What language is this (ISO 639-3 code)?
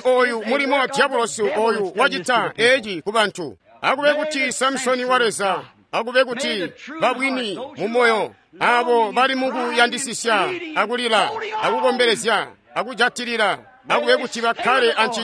toi